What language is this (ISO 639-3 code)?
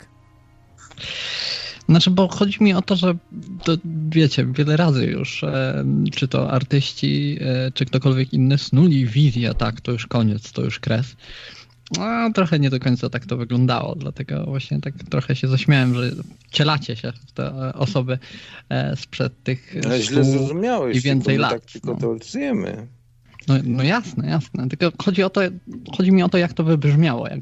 pol